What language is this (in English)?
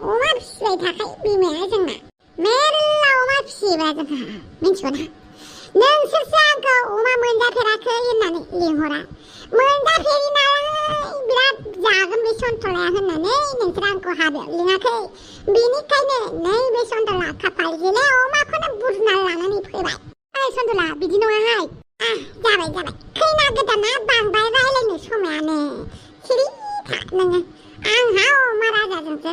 Bodo